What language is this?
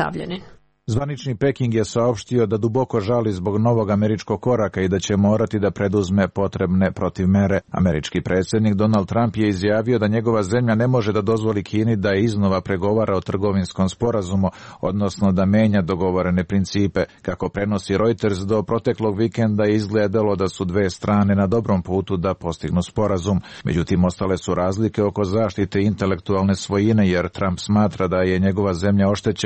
Serbian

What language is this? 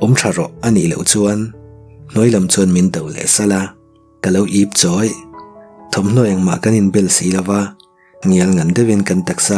Mizo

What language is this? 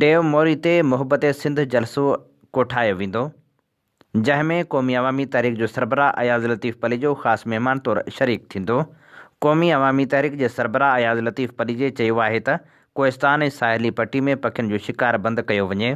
Sindhi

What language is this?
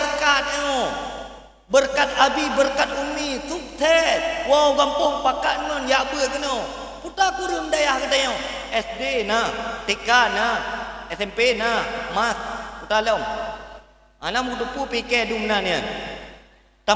Achinese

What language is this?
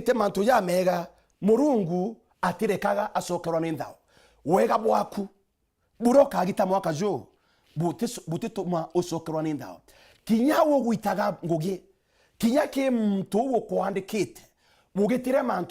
Meru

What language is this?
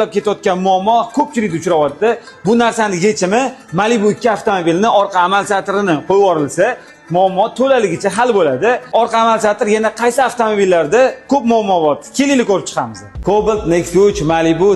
Uzbek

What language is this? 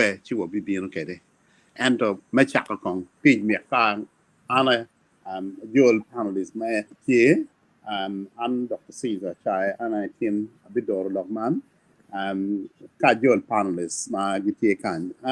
Acoli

